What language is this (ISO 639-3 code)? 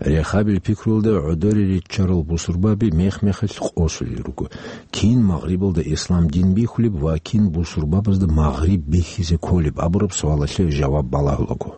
ava